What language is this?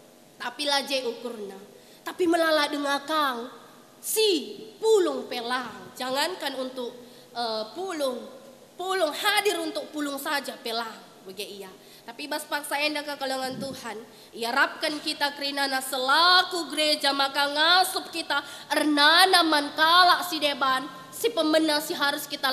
Batak Karo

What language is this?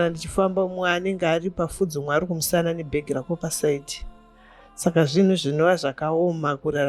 Shona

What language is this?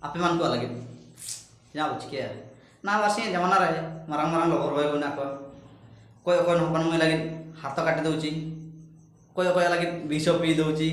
Ho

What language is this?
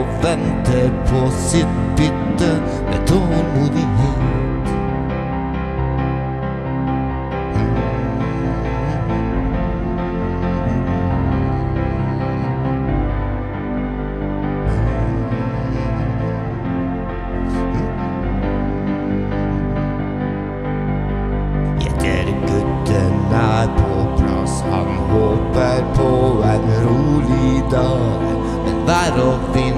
Norwegian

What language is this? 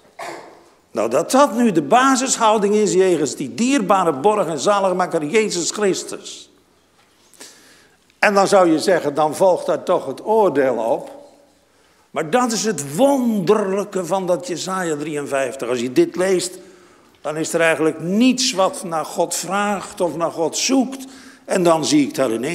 Dutch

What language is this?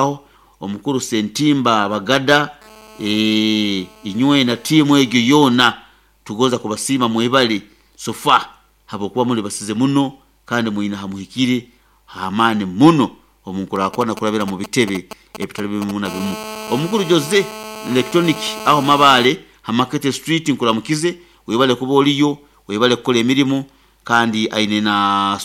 Nyoro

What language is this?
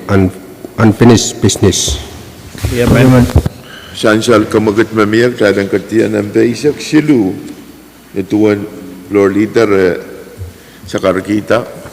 Pohnpeian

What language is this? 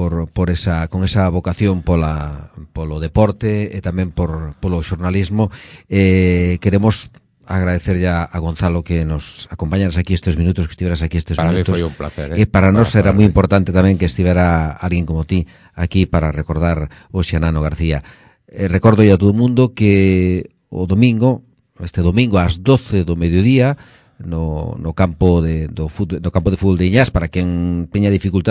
Galician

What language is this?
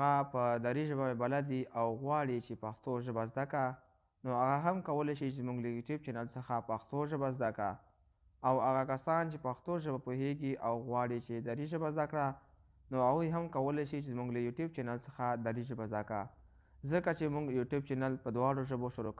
Pashto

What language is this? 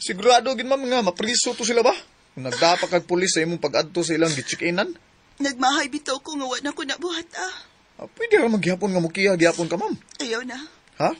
Cebuano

